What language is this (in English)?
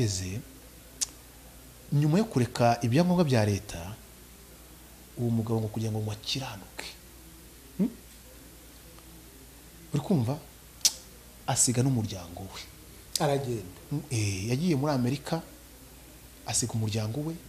Kinyarwanda